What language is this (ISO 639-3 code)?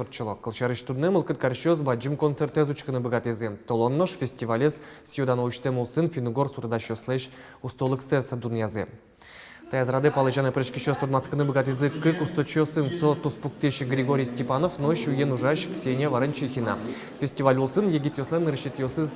udm